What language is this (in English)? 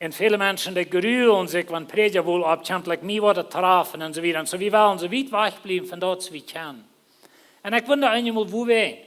Plautdietsch